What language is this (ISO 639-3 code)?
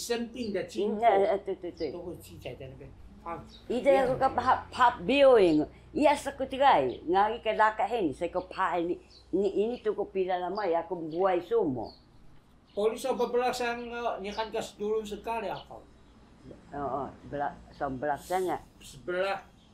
trv